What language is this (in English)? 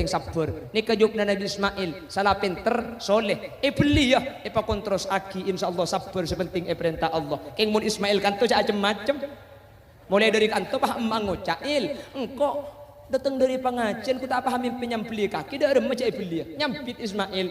Madurese